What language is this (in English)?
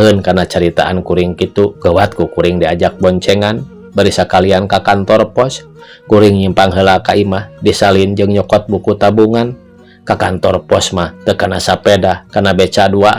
Sundanese